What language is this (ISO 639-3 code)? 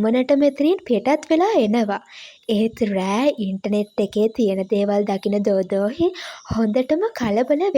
sin